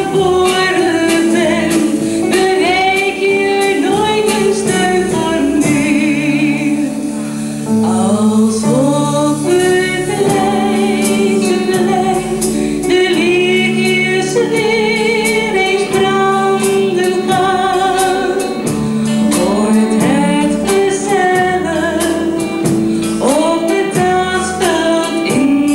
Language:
Dutch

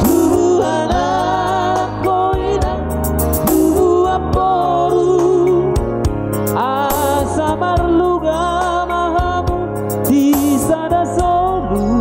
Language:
Batak Toba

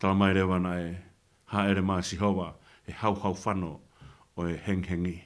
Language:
Tongan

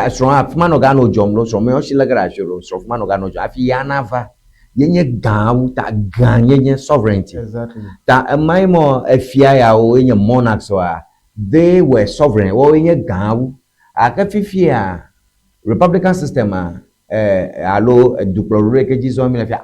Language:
Ewe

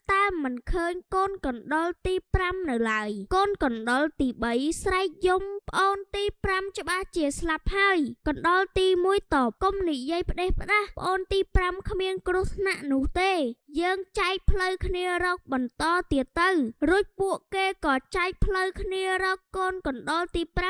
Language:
Khmer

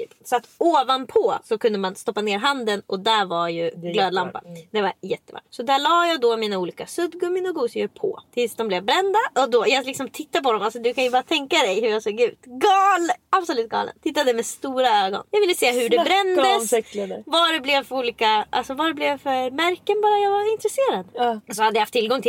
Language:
Swedish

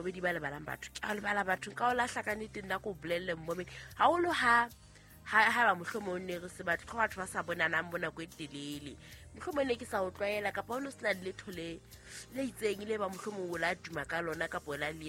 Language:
Southern Sotho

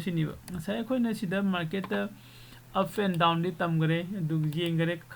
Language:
Manipuri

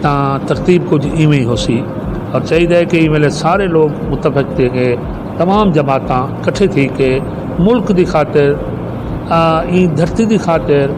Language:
Saraiki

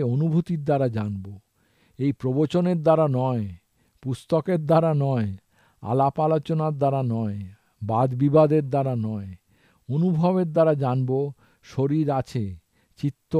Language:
Bangla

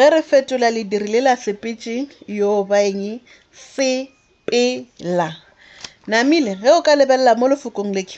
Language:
Northern Sotho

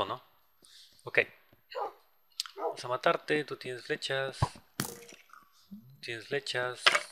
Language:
Spanish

